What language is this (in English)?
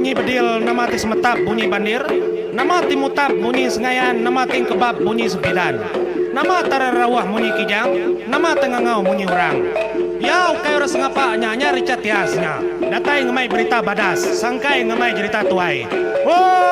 Iban